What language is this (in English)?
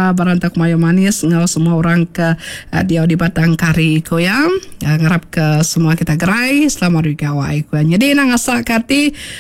Iban